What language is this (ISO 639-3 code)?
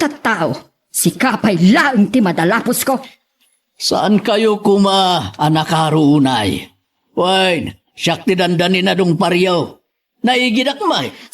ilo